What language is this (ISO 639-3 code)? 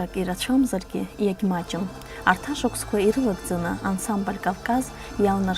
abk